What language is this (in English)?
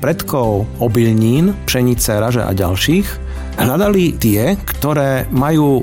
Slovak